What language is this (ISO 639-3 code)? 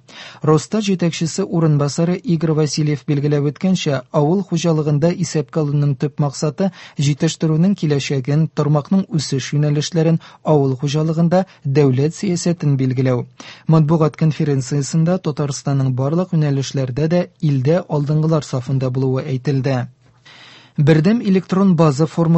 tat